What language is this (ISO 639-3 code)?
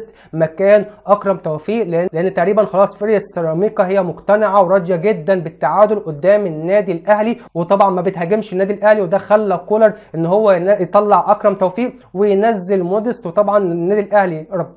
arz